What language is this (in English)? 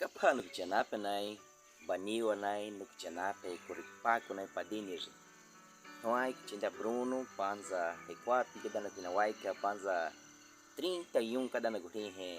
Baniwa